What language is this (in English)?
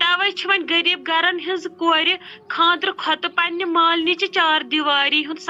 Kashmiri